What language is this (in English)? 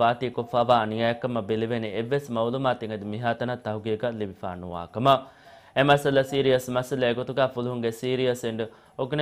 Divehi